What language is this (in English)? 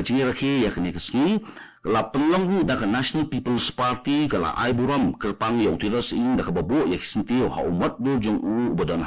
Khasi